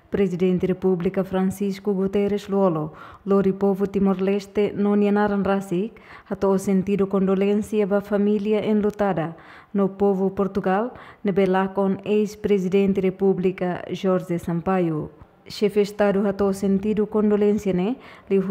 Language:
Tetum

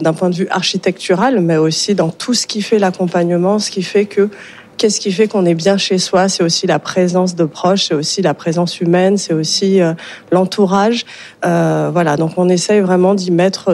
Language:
French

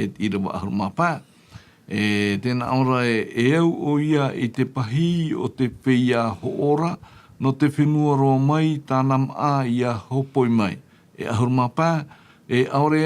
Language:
Tahitian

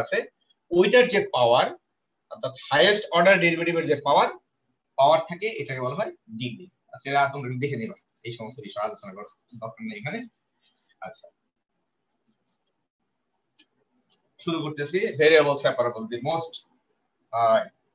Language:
Bangla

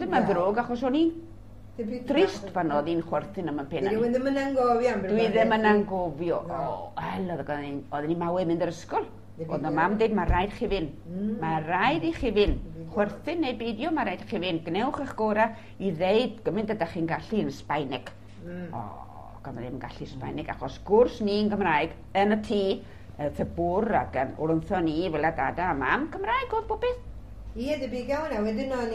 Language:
Welsh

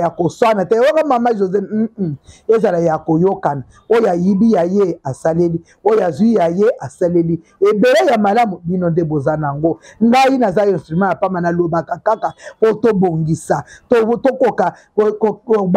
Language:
Lingala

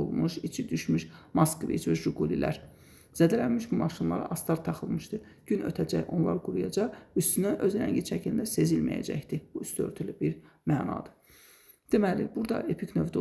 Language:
Azerbaijani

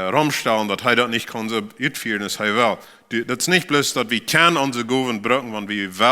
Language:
Plautdietsch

